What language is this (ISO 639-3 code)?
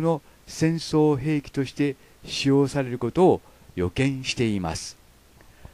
jpn